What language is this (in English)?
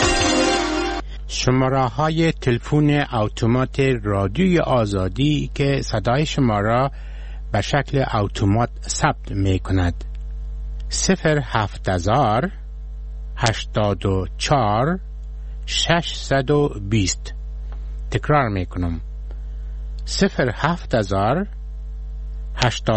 Persian